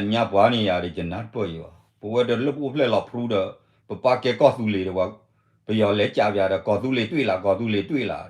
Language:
S'gaw Karen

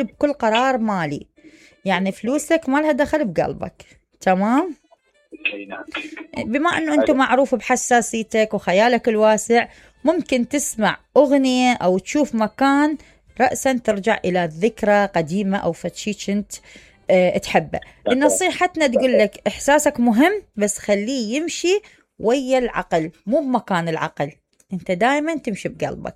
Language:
Mesopotamian Arabic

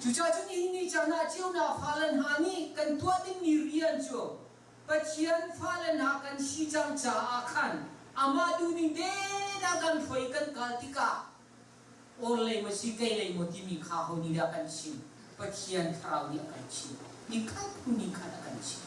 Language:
Hakha Chin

